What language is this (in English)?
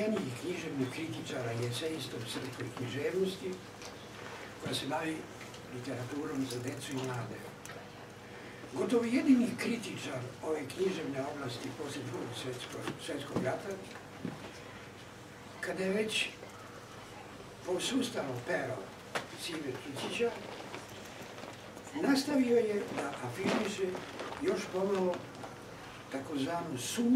Serbian